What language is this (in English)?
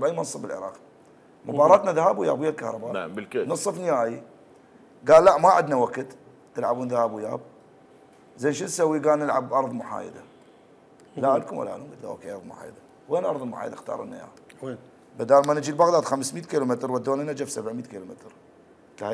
Mesopotamian Arabic